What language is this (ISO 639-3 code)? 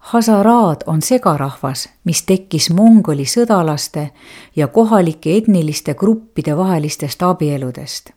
est